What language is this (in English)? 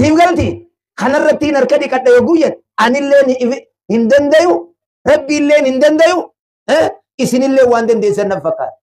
Oromo